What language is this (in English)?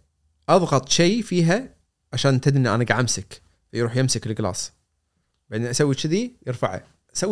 Gulf Arabic